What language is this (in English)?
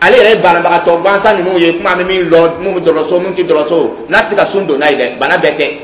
Dyula